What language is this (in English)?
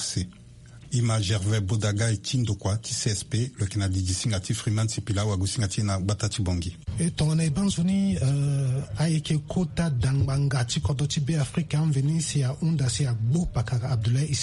Sango